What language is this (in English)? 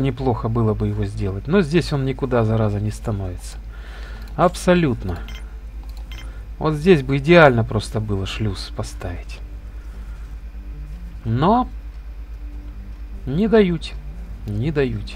Russian